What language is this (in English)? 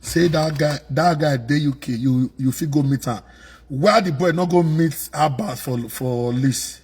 Nigerian Pidgin